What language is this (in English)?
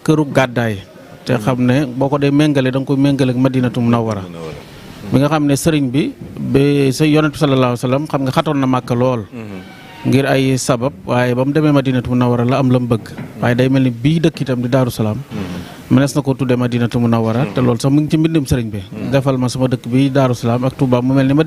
Wolof